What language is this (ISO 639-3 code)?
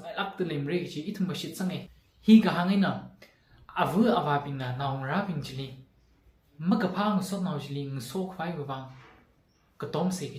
nmf